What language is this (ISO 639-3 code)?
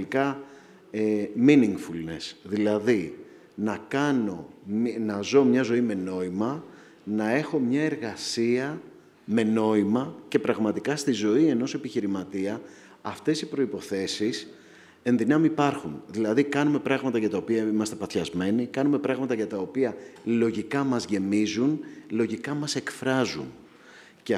ell